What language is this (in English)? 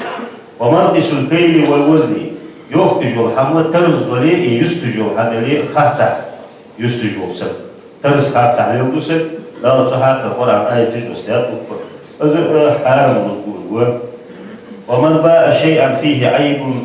Ingush